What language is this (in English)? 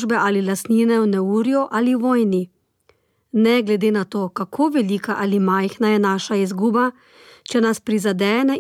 Slovenian